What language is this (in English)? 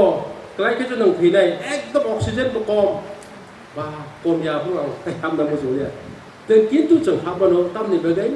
Kok Borok